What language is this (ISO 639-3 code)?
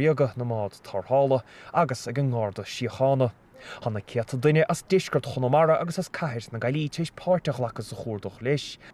gle